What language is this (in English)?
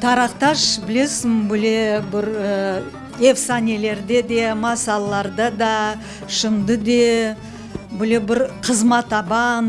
Crimean Tatar